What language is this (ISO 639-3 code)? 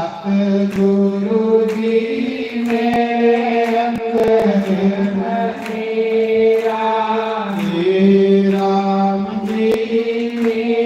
doi